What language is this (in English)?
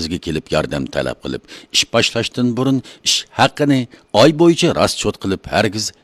Uyghur